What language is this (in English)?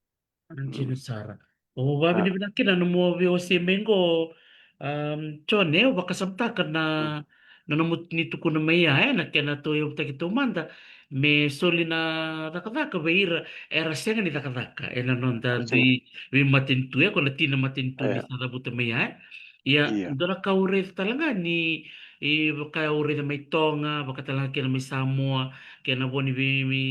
Fijian